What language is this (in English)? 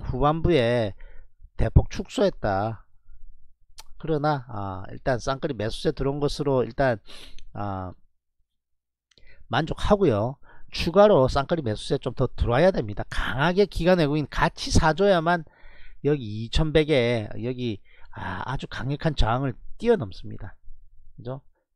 Korean